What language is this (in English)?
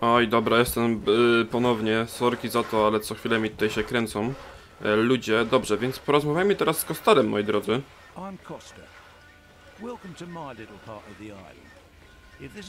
Polish